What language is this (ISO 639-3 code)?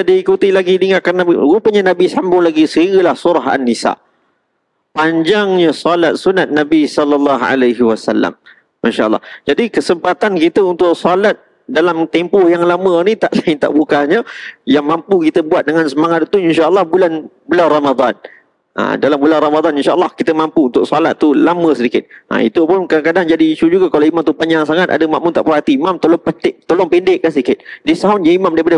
msa